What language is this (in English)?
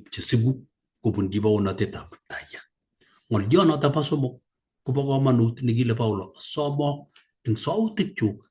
Kalenjin